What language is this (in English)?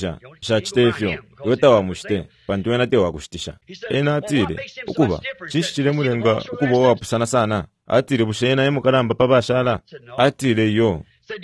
Bemba